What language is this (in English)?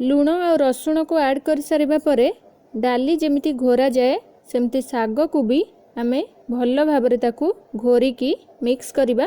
Odia